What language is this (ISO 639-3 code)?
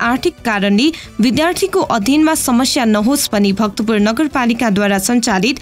nep